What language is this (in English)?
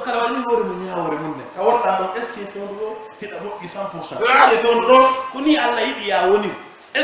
Pular